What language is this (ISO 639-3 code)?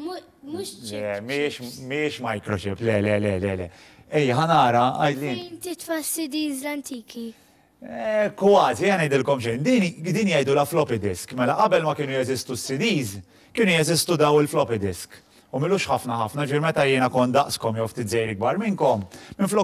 mlt